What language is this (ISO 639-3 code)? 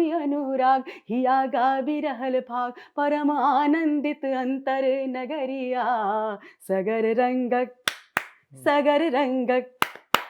mai